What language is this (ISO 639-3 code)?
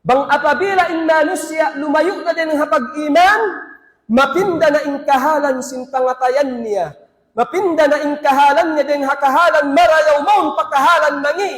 tsg